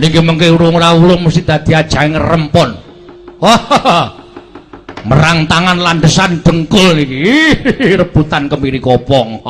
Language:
Javanese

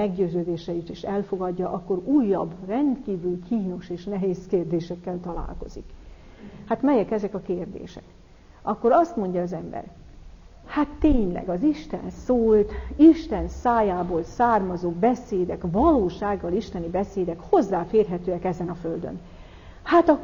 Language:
Hungarian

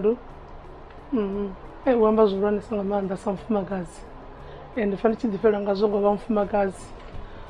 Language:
Venda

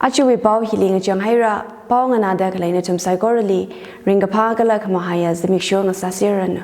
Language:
Tangkhul Naga (India)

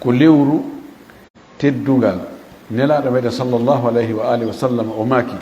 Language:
Fula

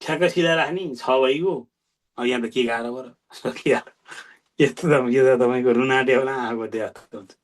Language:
Nepali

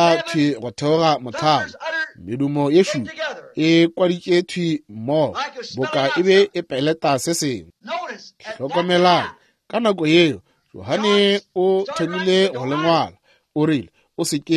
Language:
Northern Sotho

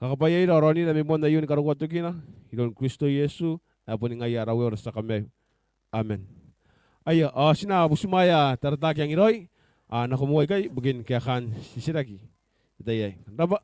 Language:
Gilbertese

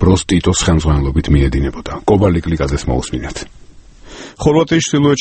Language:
Georgian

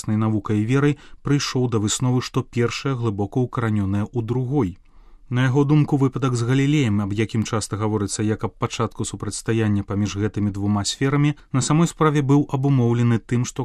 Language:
Belarusian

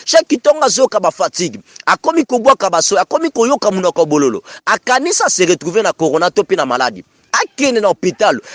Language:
Lingala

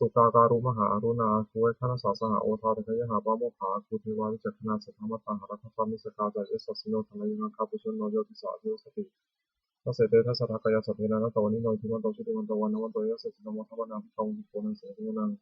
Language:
Pali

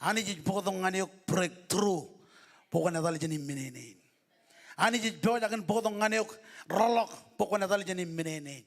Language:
Marshallese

